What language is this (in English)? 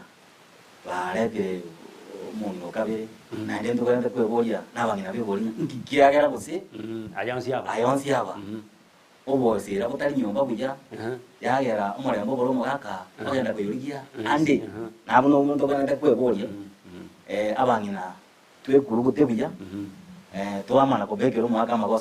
Gusii